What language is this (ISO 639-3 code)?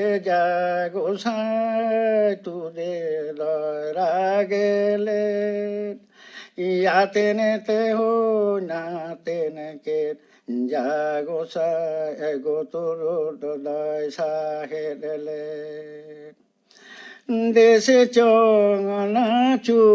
sat